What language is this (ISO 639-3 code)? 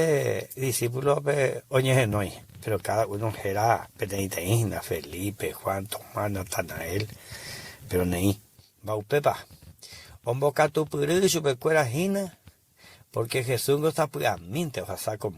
grn